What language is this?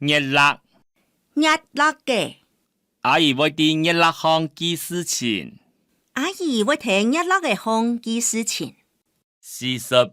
Hakka Chinese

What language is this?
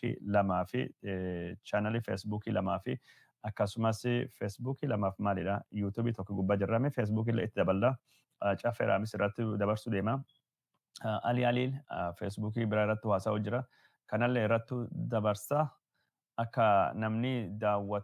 Oromo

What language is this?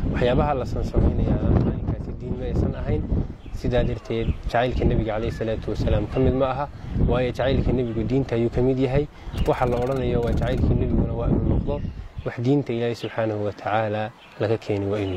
Somali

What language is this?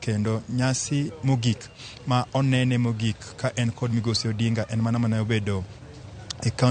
Luo (Kenya and Tanzania)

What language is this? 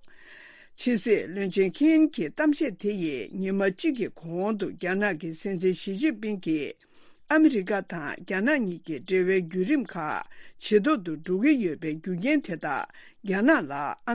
Tibetan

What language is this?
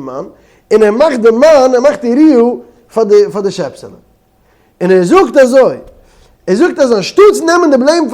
Yiddish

